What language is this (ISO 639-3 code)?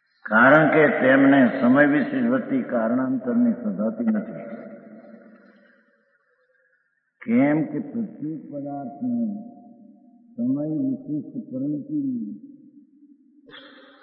guj